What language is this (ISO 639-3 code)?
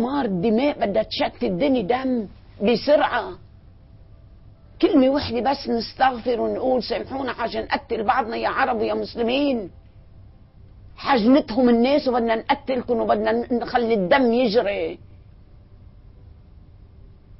apc